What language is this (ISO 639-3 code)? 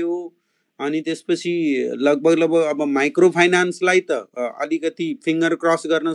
nep